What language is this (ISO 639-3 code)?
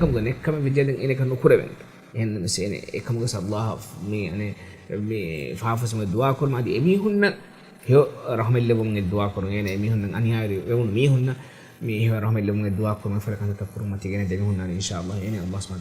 div